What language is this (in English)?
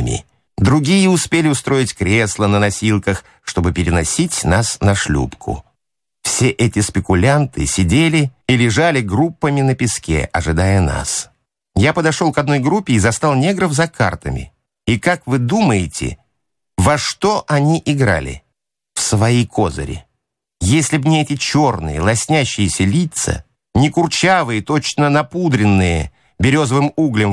Russian